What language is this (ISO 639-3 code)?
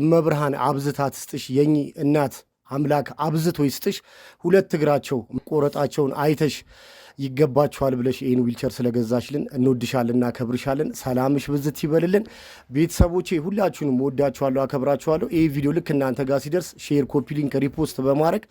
amh